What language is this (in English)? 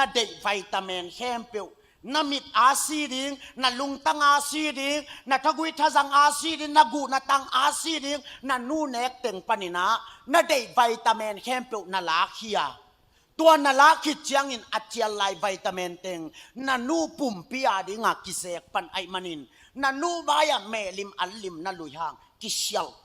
Tedim Chin